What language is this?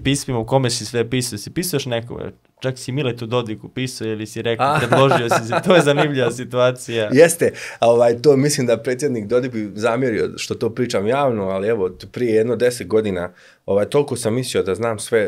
Serbian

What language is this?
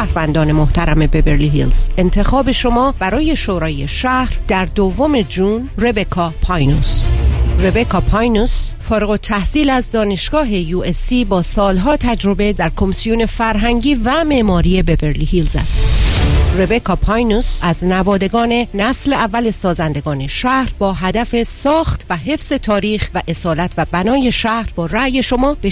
Persian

